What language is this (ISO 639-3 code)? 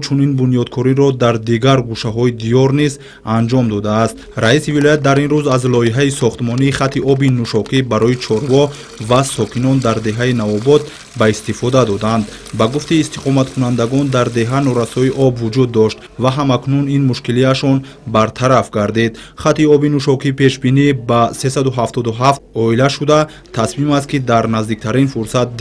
tgk